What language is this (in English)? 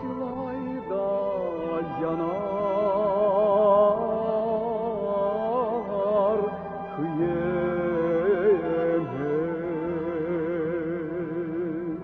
Crimean Tatar